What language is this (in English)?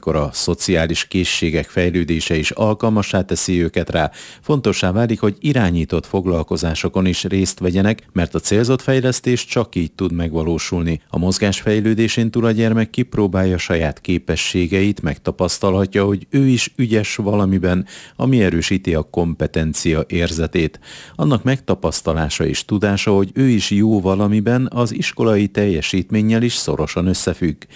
Hungarian